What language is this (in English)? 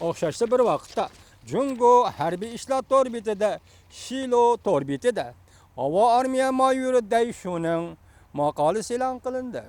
Uyghur